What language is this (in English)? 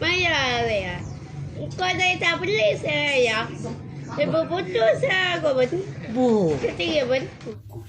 Madurese